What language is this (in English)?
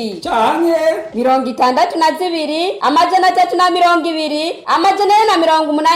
Rundi